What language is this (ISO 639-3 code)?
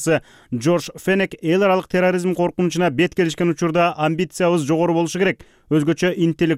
kir